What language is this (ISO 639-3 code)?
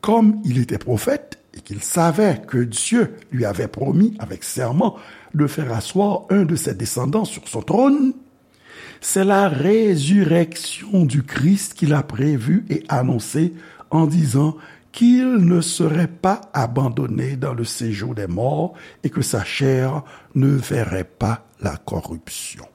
hat